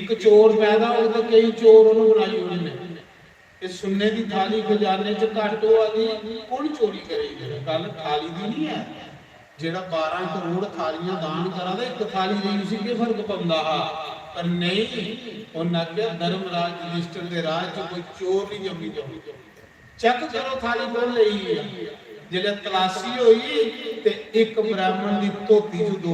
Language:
Dogri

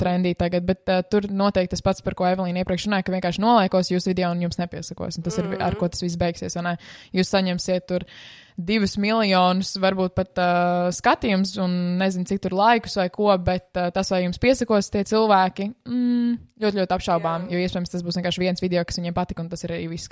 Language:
Latvian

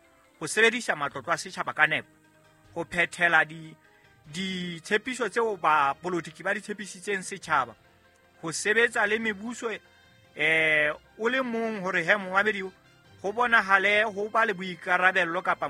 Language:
Southern Sotho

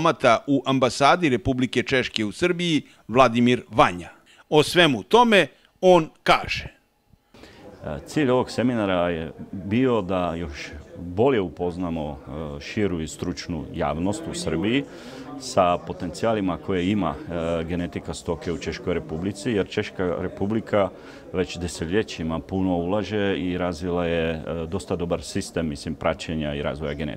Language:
Serbian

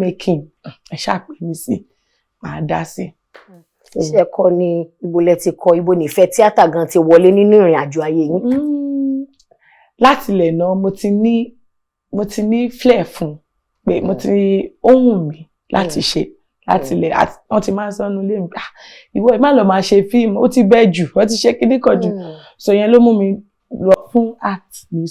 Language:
Yoruba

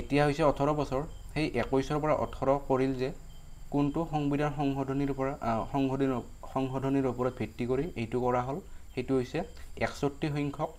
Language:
Assamese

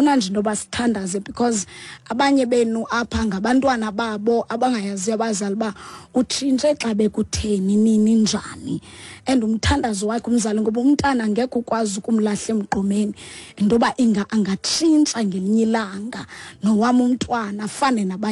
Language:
Xhosa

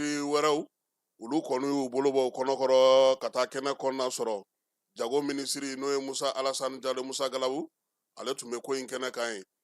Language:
Bambara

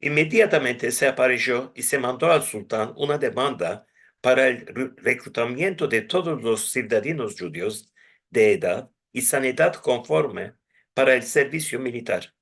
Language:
Ladino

